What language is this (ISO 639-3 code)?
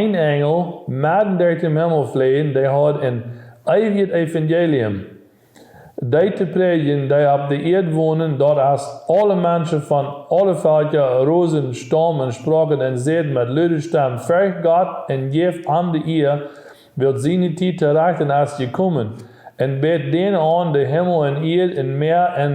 pdt